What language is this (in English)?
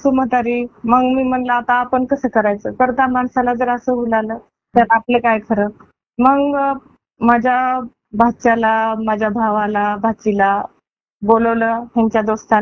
Marathi